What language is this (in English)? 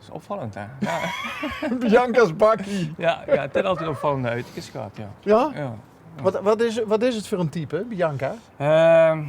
Limburgish